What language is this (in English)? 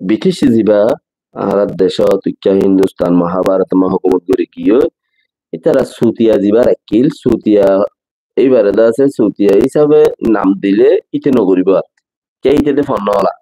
Rohingya